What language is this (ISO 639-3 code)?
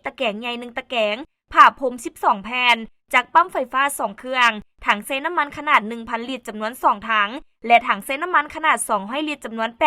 lao